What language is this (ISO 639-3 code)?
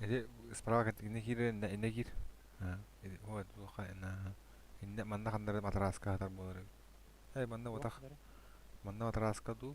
sah